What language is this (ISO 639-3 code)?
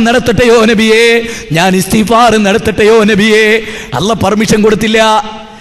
mal